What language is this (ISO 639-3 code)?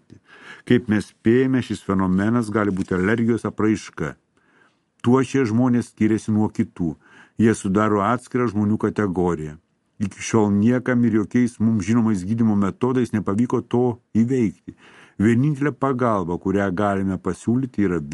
lit